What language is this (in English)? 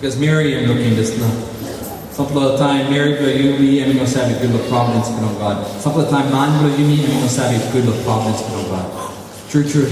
Tok Pisin